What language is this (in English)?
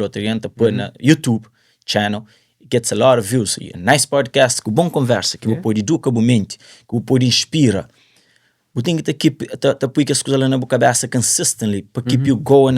Kabuverdianu